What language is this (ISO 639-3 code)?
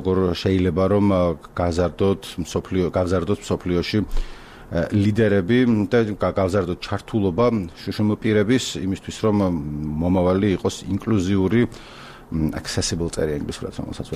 kat